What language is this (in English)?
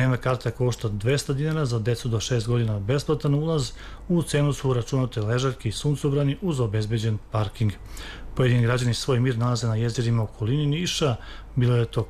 Serbian